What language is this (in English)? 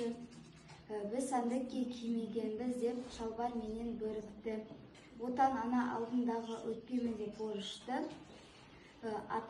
Kazakh